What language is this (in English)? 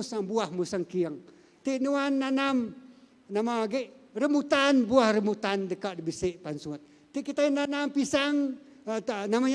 Iban